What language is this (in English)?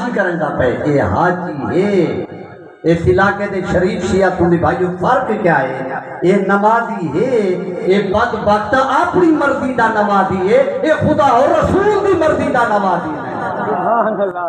Saraiki